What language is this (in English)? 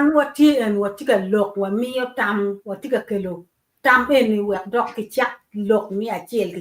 Acoli